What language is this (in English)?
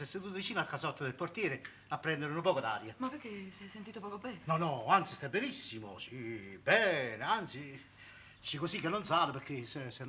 Neapolitan